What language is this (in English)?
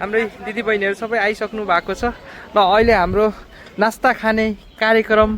Nepali